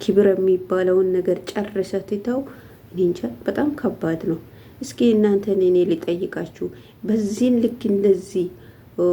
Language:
Amharic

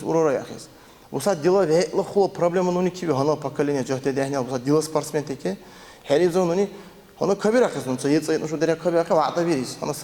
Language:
Dargwa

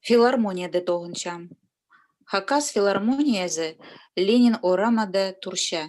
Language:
Khakas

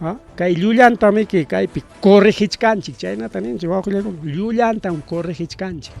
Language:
Ayacucho Quechua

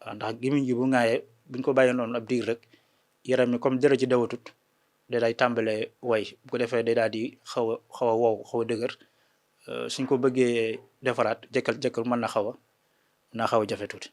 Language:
Wolof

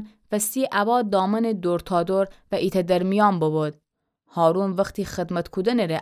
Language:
Gilaki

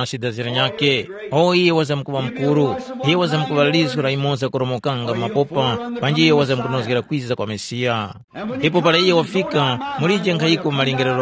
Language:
Tumbuka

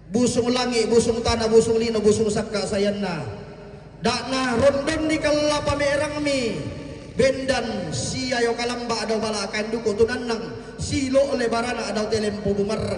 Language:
Toraja-Sa'dan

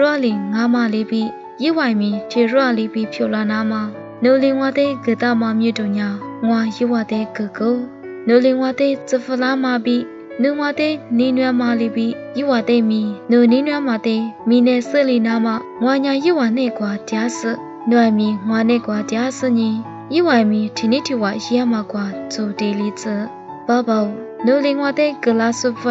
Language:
Lisu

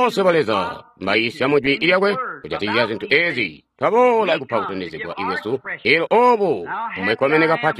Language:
Tonga (Zambia)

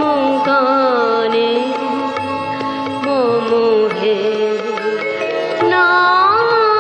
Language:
Bangla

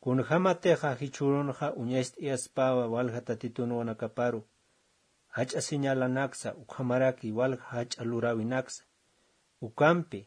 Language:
Aymara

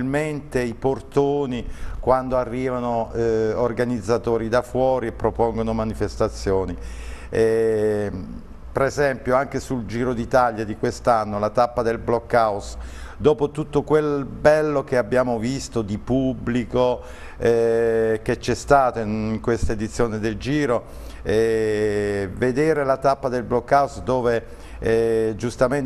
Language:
Italian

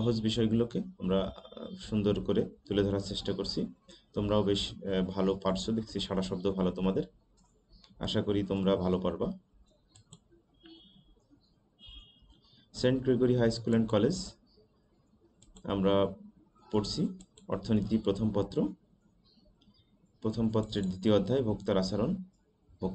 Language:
Bangla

